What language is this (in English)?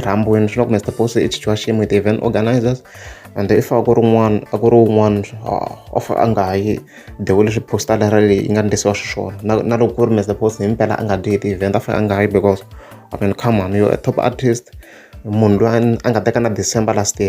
Tsonga